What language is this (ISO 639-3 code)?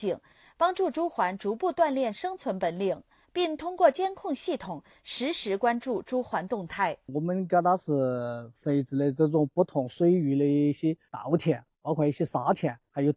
zho